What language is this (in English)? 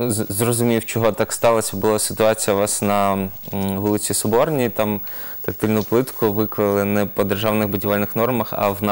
Ukrainian